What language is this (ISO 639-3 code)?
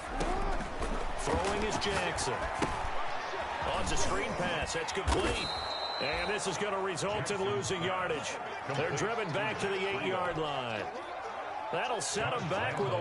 eng